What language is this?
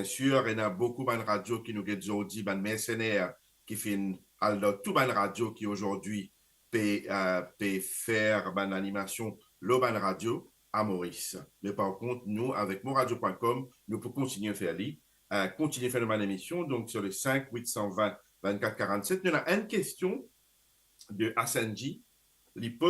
Morisyen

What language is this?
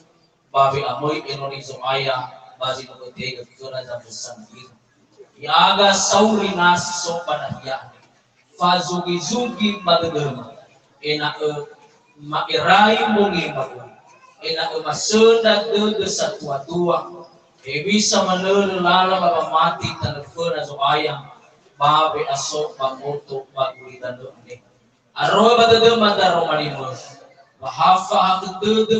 Nias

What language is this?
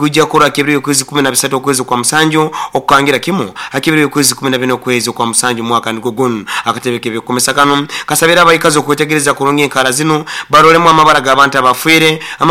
Nyoro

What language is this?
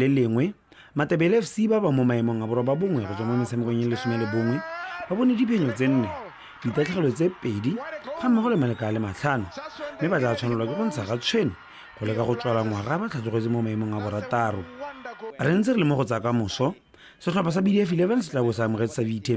Tswana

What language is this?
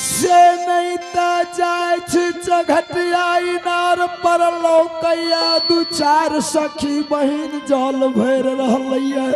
Angika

